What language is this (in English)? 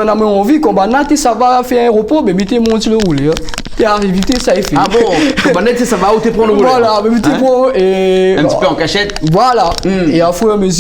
Réunion Creole French